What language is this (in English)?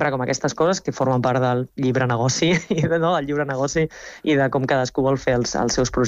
Catalan